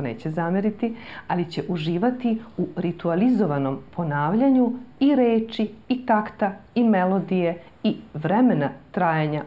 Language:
Serbian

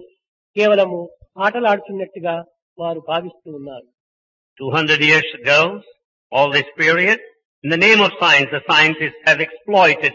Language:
Telugu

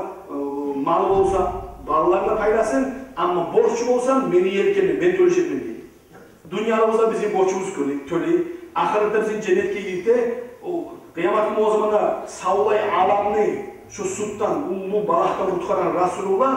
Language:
Kumyk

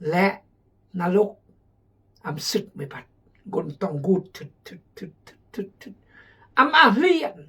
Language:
Khmu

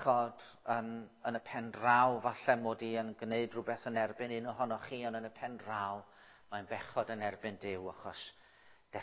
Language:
Welsh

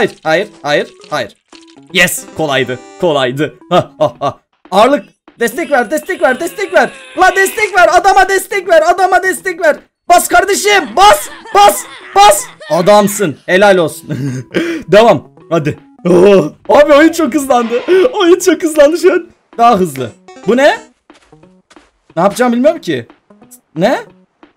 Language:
Turkish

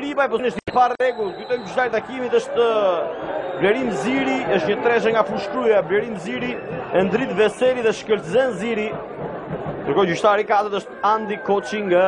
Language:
Albanian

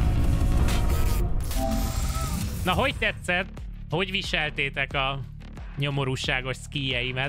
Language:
Hungarian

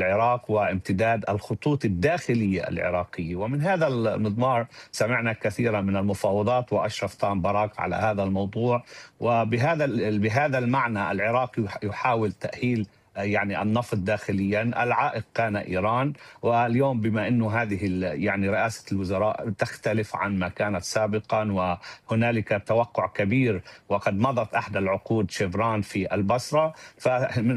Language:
Arabic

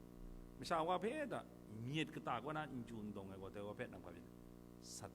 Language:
Kachin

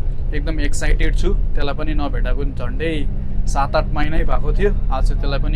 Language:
Nepali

